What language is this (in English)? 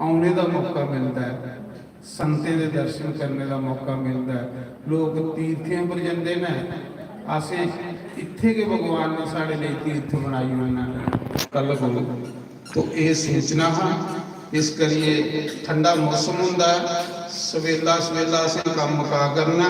Dogri